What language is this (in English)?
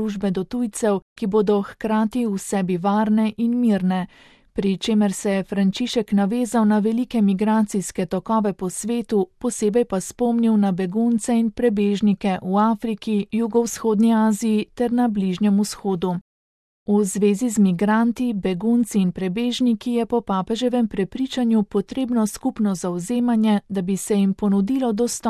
Slovenian